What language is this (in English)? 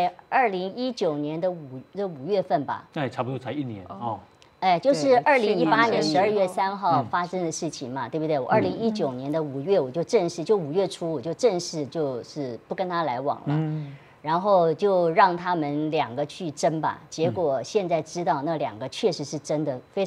Chinese